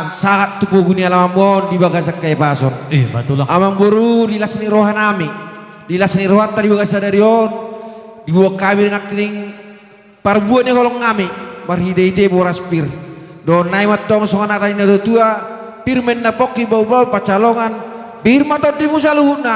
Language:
Batak Toba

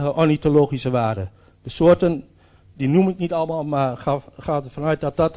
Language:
Dutch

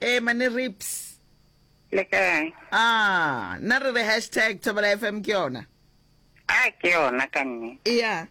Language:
Northern Sotho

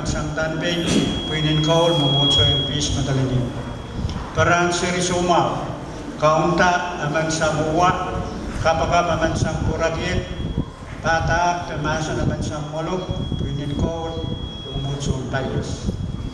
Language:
Pohnpeian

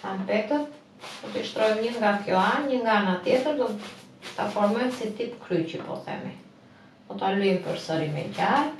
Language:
Albanian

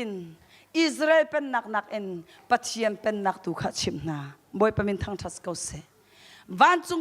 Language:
Hakha Chin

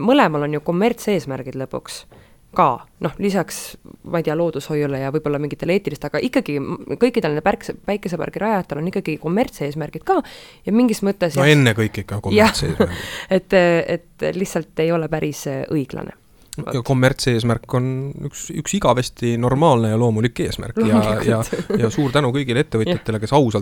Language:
Estonian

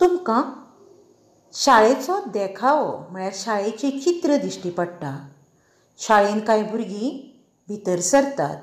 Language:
Konkani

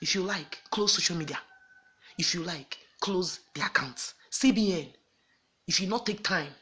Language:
Nigerian Pidgin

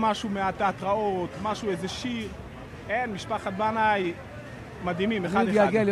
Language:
Hebrew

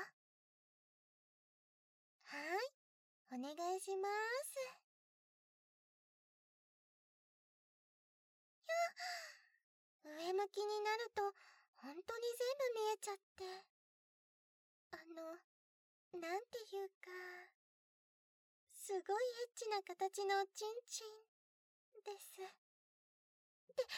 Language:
Japanese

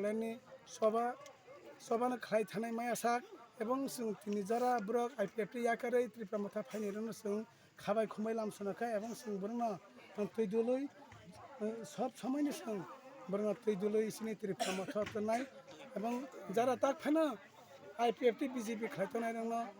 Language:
Kok Borok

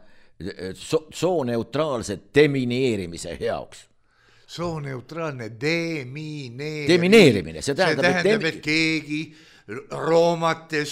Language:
Estonian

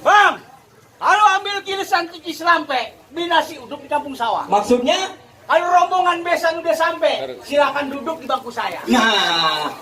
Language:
Betawi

